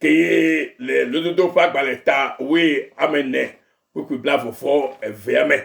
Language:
Ewe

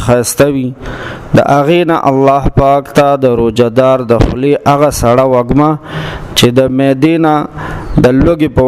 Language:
Pashto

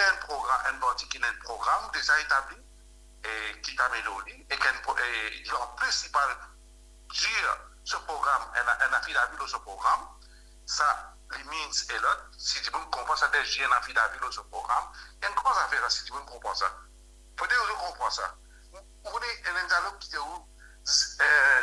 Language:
Morisyen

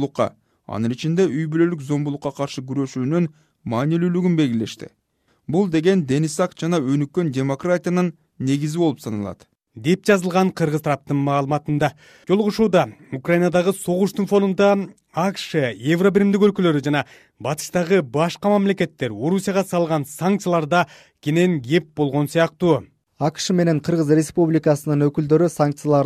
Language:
Kyrgyz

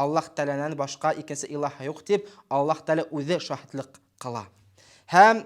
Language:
Bashkir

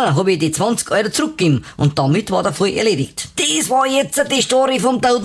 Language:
Bavarian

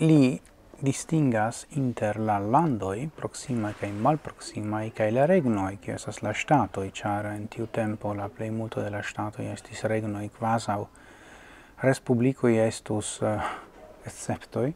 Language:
Esperanto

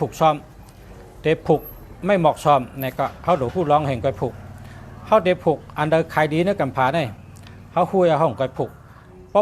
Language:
Shan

